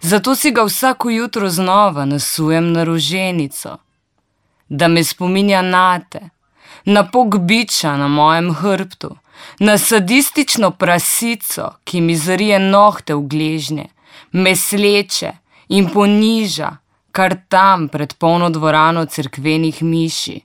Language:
Slovenian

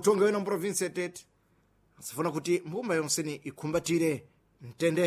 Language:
Sena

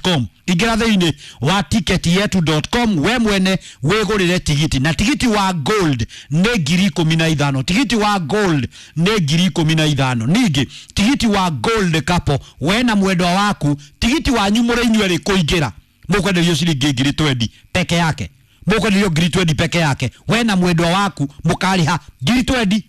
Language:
Kikuyu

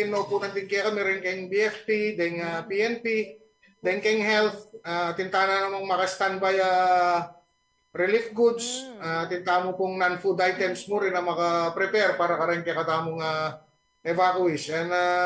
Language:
Pampanga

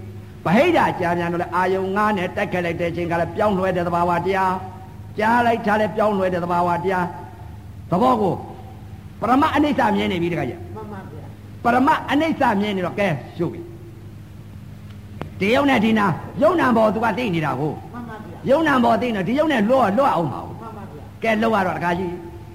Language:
Burmese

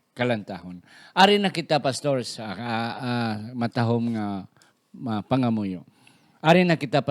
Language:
Hiligaynon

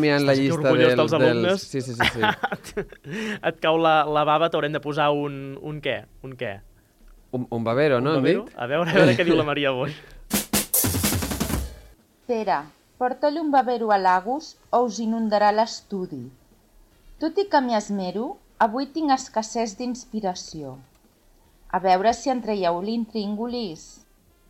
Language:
Catalan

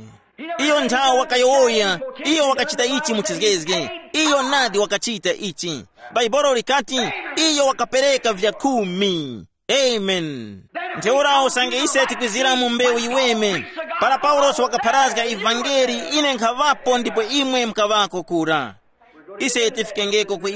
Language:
Tumbuka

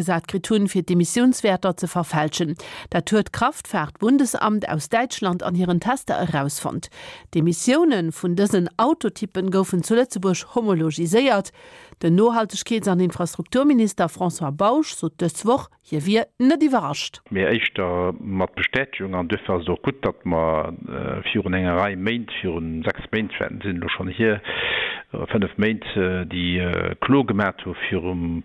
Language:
Luxembourgish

